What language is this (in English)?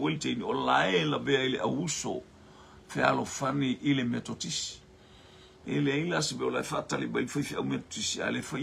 Samoan